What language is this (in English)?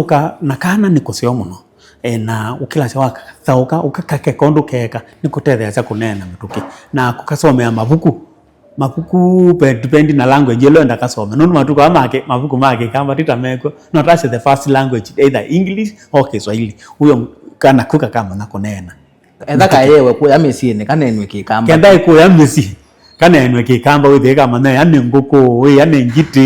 Kamba